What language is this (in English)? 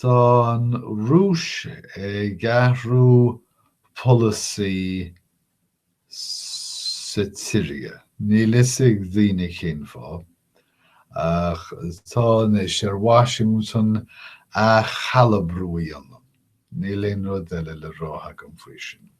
Irish